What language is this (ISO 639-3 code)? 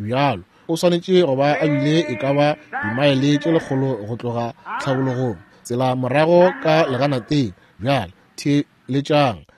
nso